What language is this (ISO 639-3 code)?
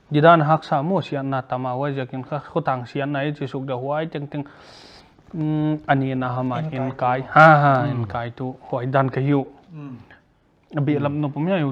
pck